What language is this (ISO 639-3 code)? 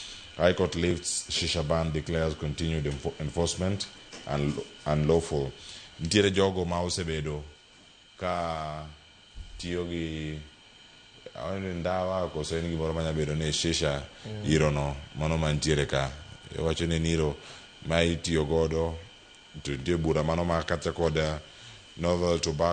luo